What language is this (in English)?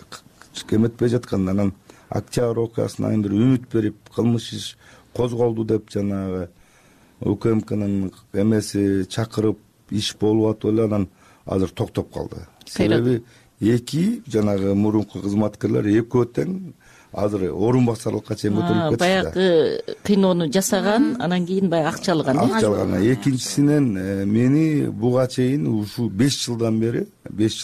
Kyrgyz